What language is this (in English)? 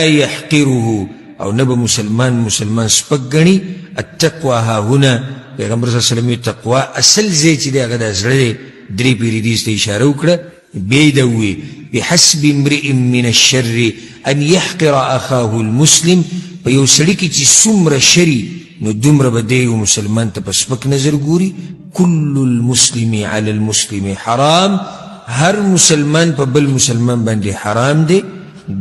Pashto